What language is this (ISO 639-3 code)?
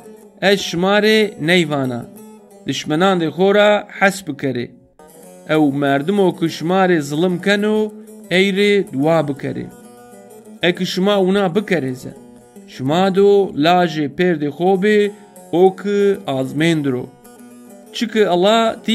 zza